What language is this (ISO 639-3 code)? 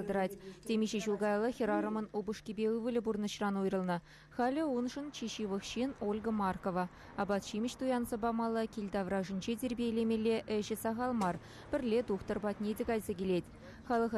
chv